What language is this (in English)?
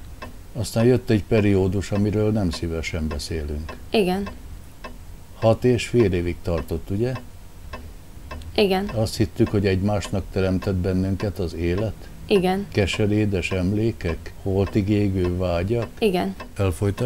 Hungarian